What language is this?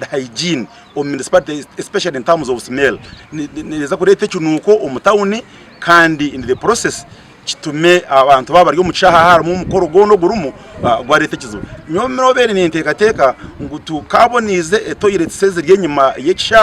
Nyankole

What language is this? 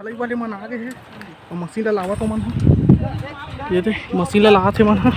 Chhattisgarhi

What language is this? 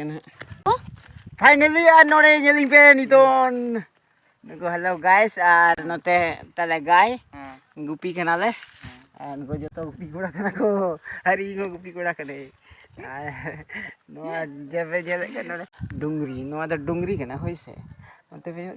Santali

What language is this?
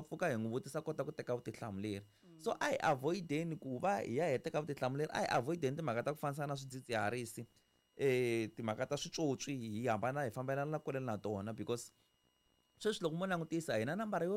Tsonga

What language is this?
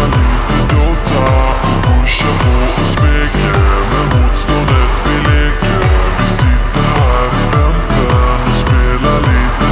Swedish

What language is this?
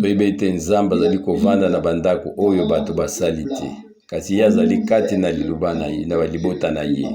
Lingala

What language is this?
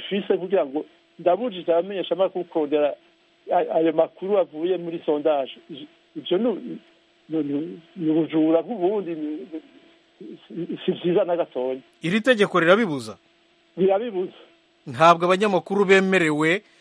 Rundi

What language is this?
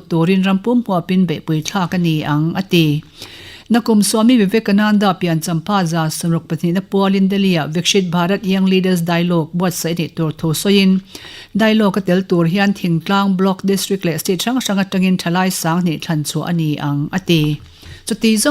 Mizo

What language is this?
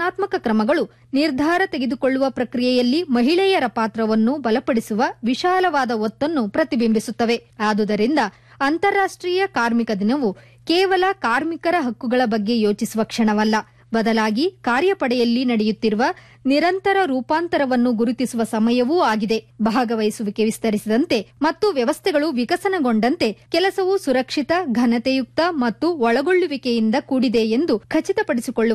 Kannada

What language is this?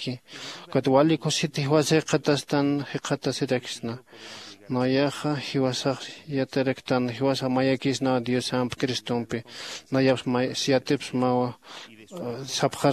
Aymara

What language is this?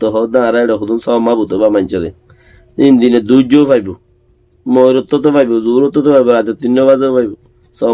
Rohingya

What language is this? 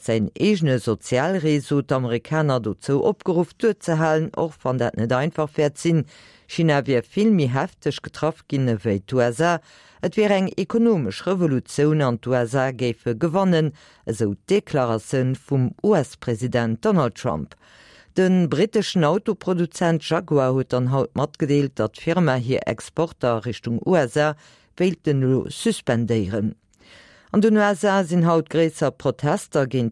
Luxembourgish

